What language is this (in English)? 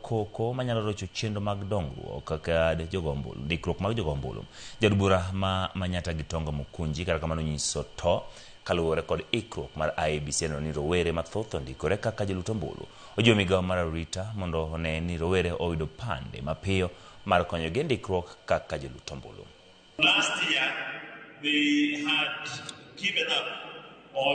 Luo (Kenya and Tanzania)